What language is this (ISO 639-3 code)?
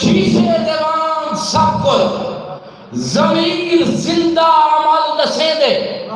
skr